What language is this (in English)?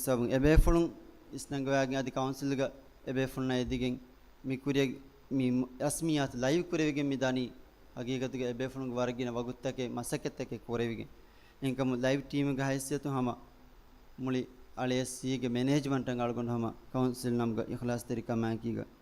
Divehi